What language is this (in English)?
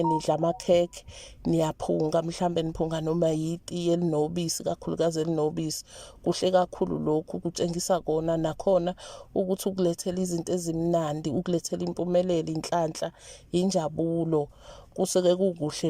Zulu